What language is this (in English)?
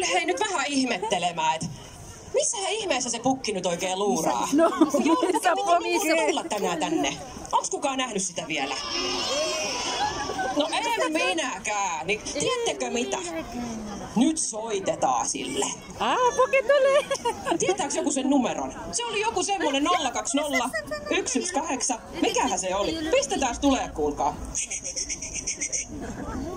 Finnish